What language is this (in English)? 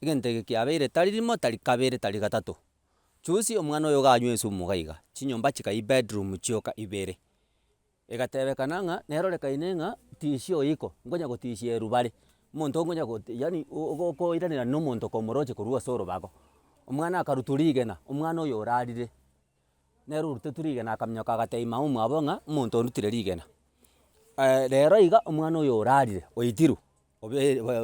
Gusii